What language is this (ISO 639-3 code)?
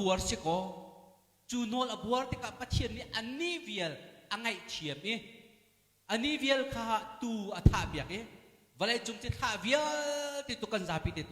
cnh